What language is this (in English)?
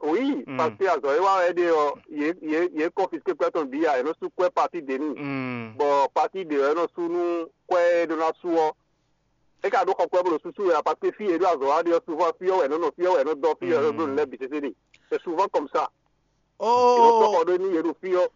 Fon